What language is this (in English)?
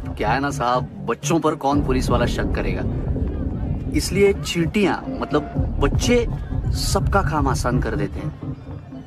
Hindi